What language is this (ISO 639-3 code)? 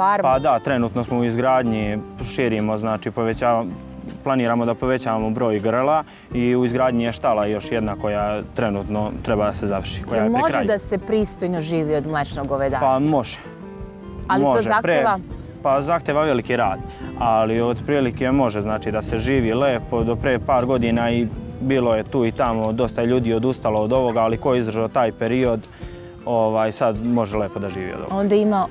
srp